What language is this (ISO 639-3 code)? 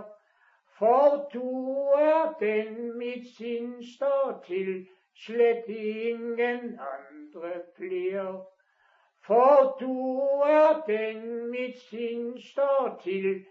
dan